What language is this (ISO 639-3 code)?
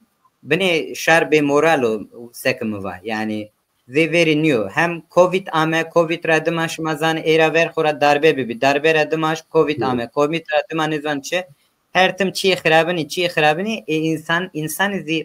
zza